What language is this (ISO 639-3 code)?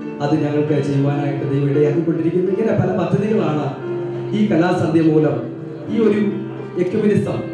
mal